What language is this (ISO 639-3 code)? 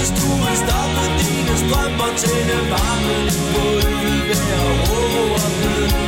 dan